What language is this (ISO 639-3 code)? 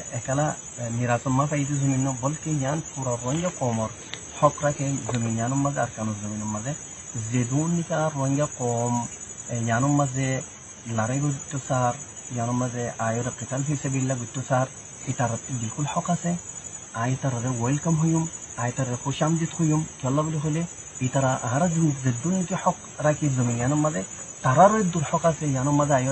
rhg